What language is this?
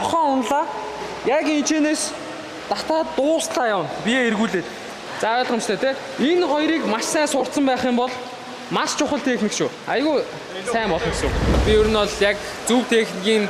Mongolian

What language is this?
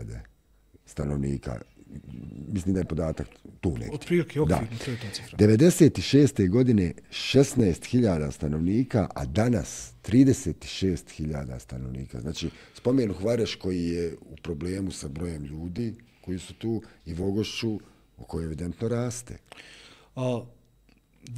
Bosnian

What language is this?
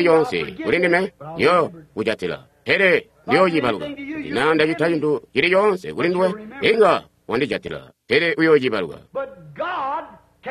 Tonga (Zambia)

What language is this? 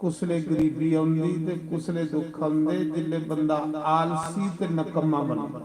Dogri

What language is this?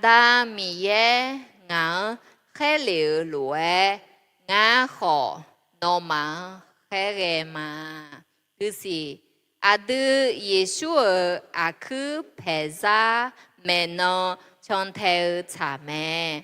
Akha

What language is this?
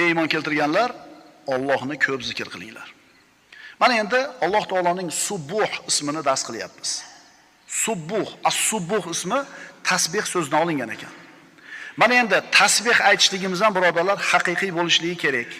Uzbek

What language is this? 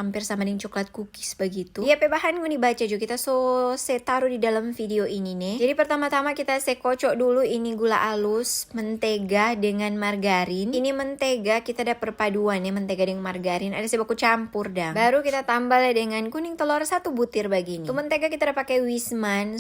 Manado Malay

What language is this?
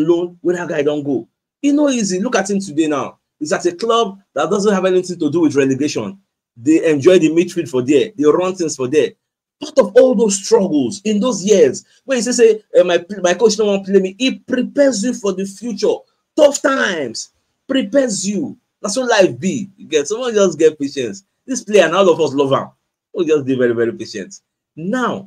Nigerian Pidgin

